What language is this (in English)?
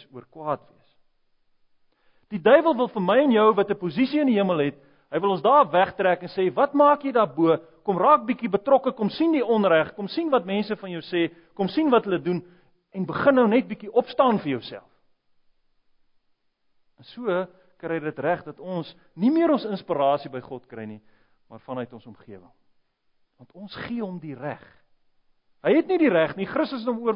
Afrikaans